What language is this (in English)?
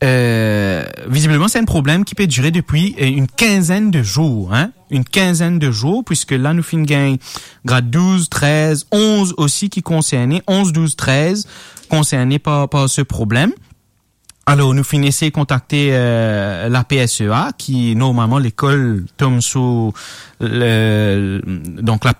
Morisyen